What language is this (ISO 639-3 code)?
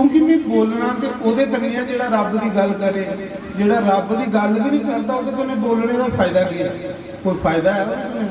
doi